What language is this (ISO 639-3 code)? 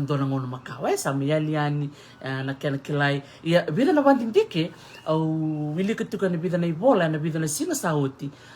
fij